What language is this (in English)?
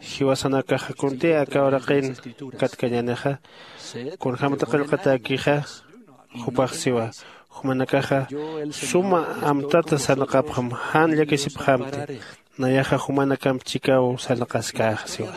Aymara